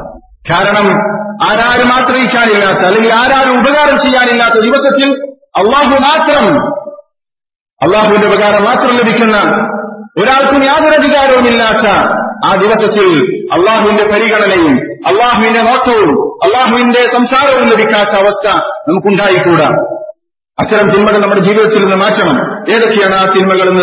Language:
Malayalam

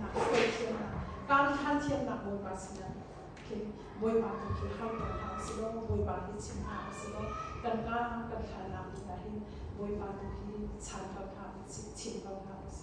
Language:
Hakha Chin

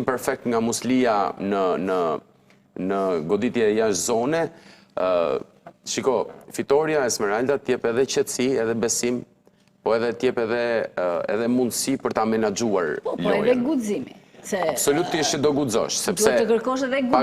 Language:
Albanian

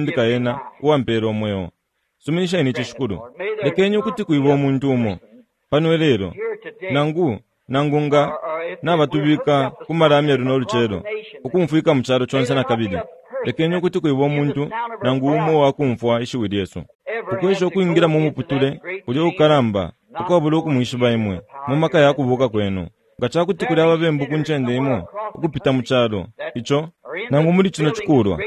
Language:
Bemba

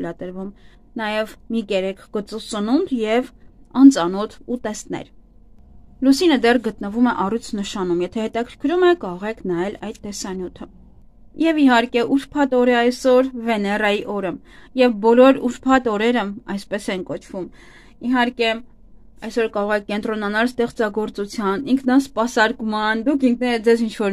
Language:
Armenian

